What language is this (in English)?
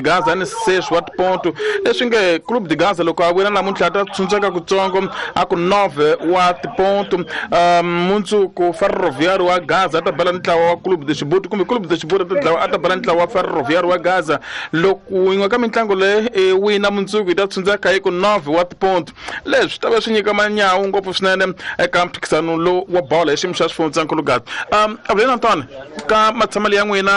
Tsonga